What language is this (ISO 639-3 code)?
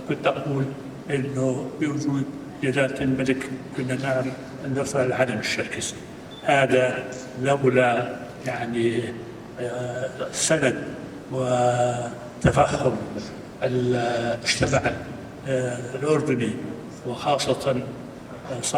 apc